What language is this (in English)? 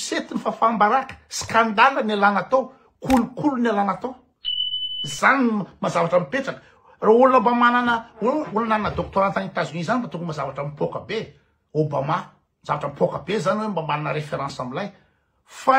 Malagasy